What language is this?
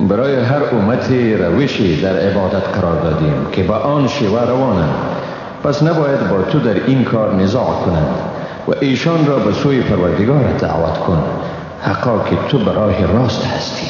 Persian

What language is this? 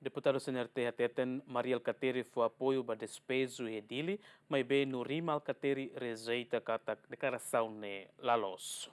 Tetum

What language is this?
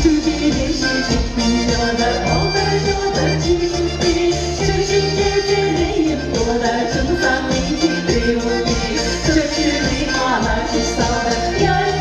Chuvash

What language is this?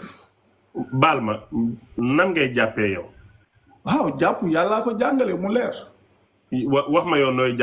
Wolof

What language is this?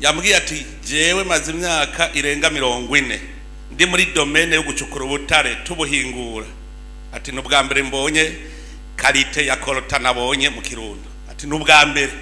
Rundi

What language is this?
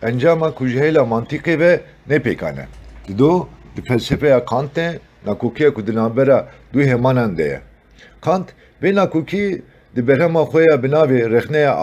Kurdish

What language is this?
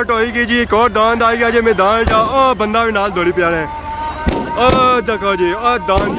Pahari-Potwari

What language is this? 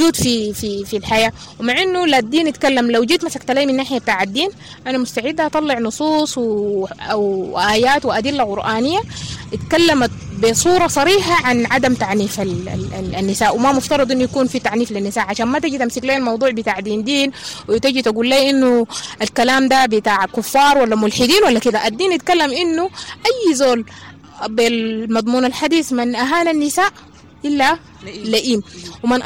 Sudanese Arabic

